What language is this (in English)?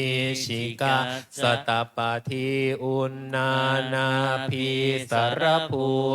Pali